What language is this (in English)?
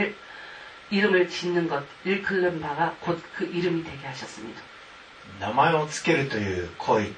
Korean